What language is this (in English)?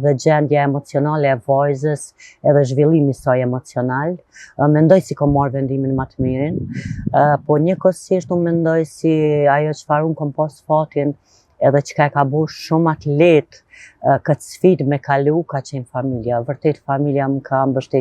Albanian